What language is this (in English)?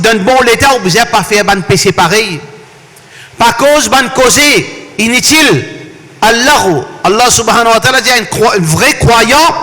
Morisyen